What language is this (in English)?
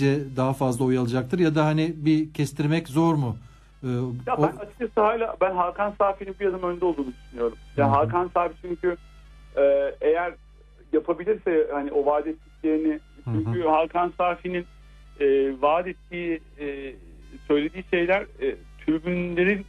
Turkish